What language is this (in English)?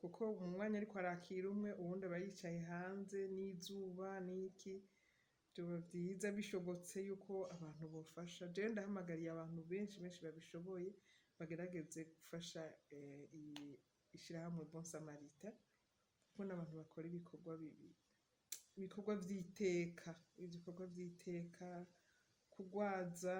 Rundi